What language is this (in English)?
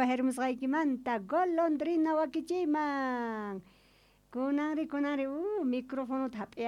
South Bolivian Quechua